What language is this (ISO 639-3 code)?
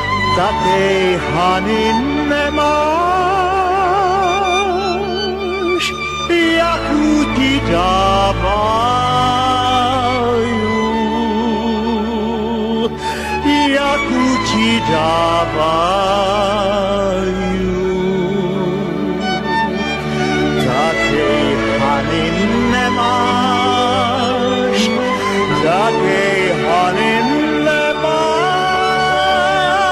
slk